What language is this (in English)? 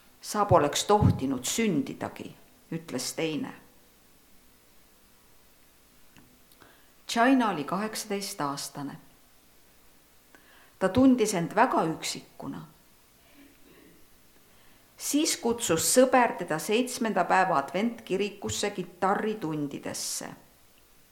Estonian